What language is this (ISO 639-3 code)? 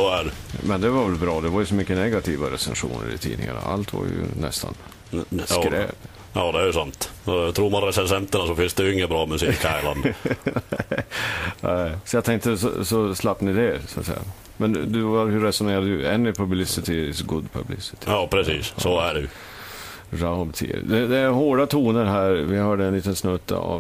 swe